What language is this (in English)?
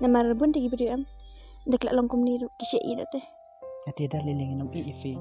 Khasi